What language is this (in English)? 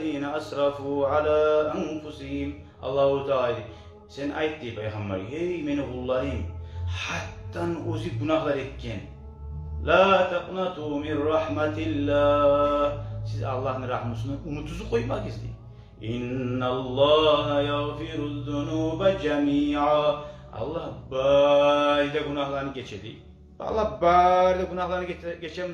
Kumyk